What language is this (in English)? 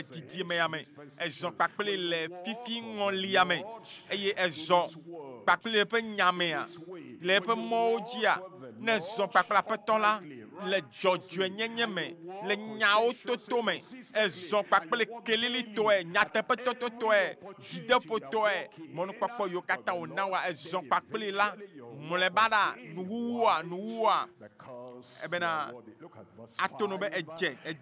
Ewe